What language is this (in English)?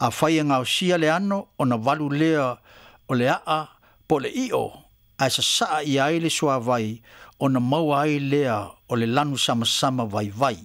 Samoan